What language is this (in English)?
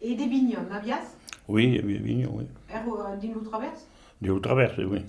Occitan